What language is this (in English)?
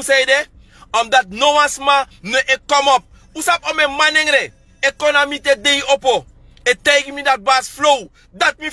Sranan Tongo